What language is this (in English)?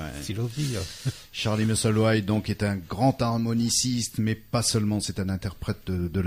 French